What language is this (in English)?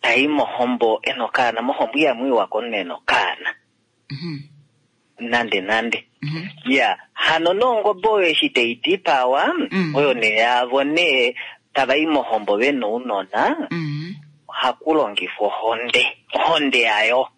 Kuanyama